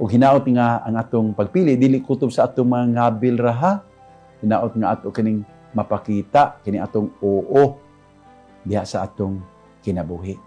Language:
Cebuano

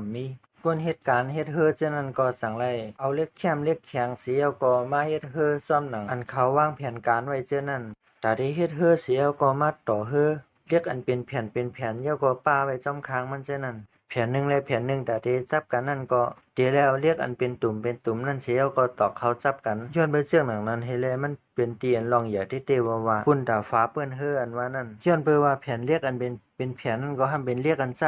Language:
Shan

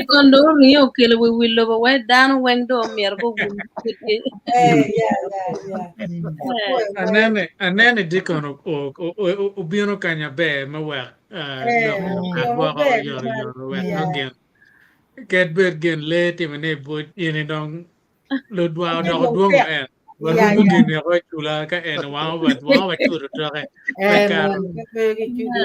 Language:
Acoli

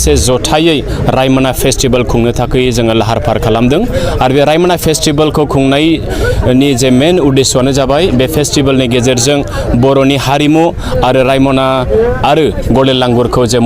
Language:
Bodo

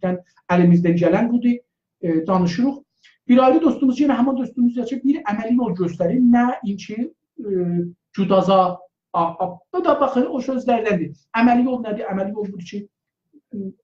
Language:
South Azerbaijani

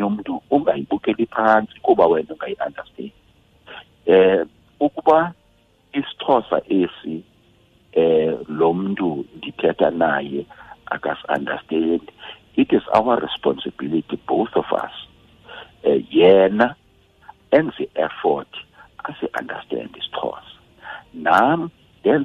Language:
Xhosa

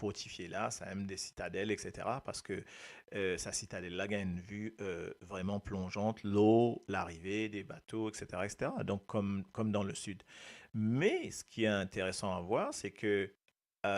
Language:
Morisyen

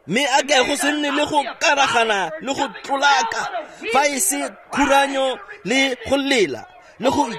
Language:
Tswana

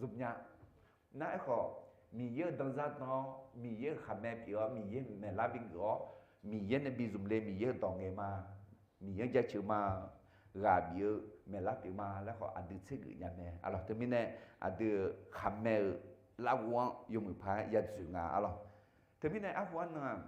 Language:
Akha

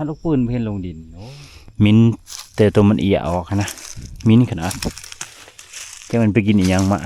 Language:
Lao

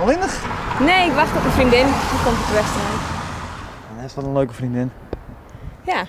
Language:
Western Frisian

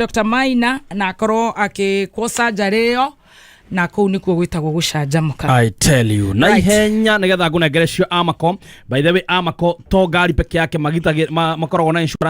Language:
Kikuyu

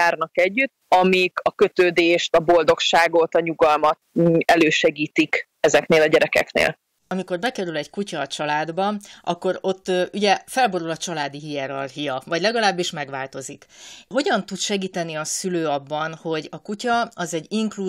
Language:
Hungarian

